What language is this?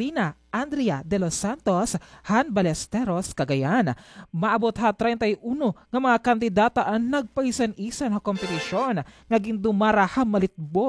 Waray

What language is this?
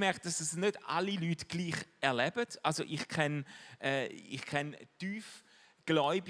Swiss German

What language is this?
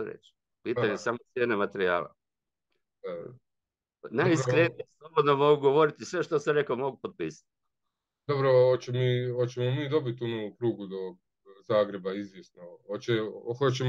Croatian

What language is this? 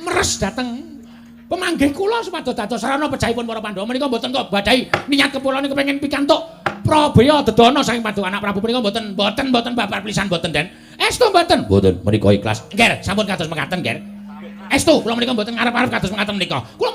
Javanese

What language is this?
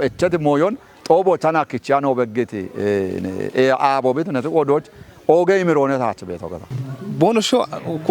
Kafa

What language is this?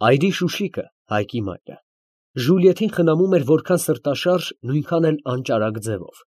Armenian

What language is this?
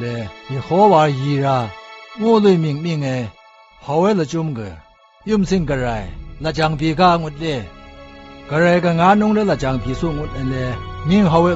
Zaiwa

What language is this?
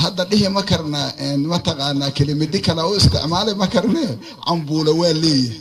Somali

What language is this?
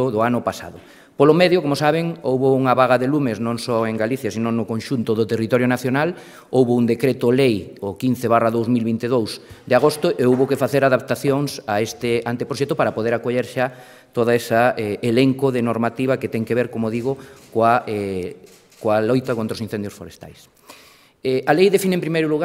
Galician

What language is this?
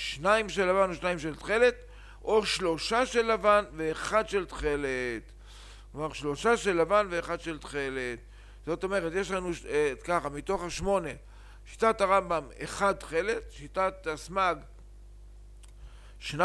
Hebrew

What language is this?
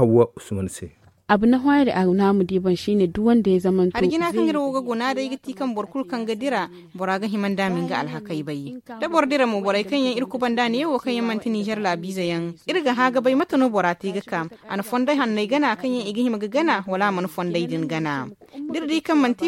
Zarma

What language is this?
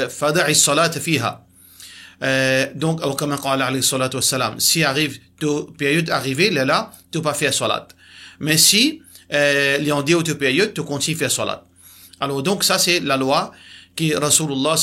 Morisyen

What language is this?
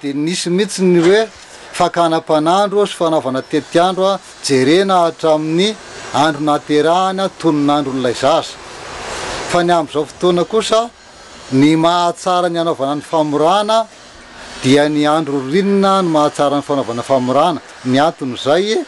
Malagasy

